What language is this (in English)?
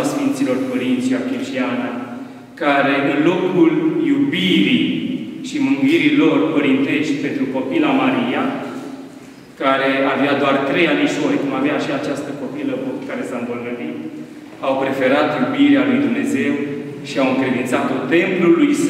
Romanian